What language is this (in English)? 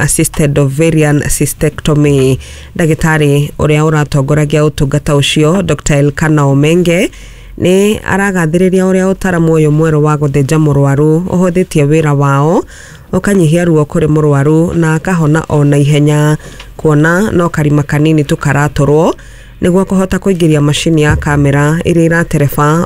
Kikuyu